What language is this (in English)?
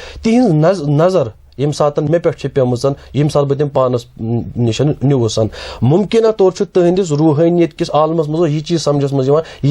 Kashmiri